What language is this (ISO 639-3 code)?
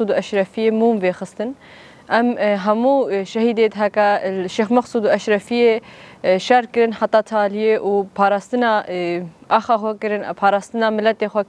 kur